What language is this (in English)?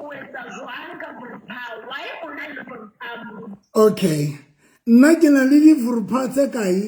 Southern Sotho